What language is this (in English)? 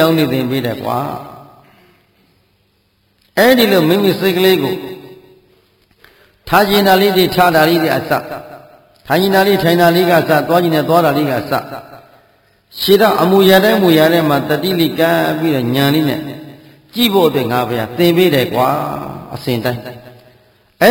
Burmese